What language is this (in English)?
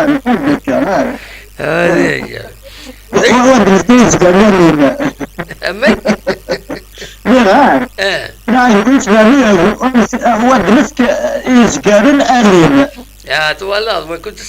Kabyle